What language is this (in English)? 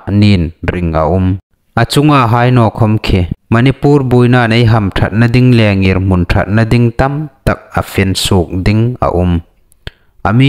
Hmar